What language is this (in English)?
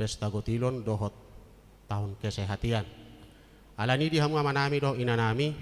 Batak Toba